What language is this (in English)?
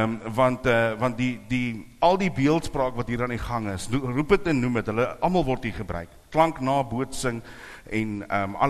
Afrikaans